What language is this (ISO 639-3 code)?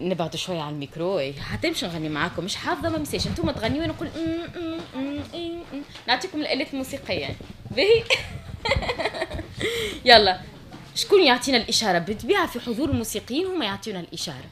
aeb